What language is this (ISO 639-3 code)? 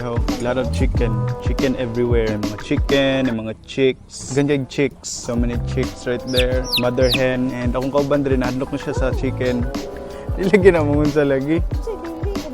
ceb